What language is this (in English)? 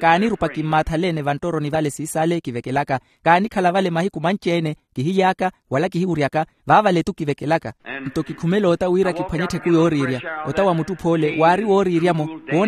Makhuwa